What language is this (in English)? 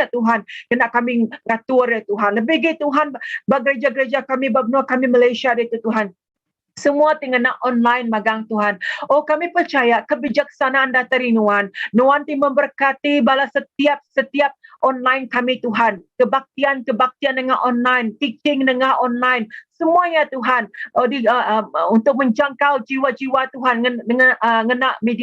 Iban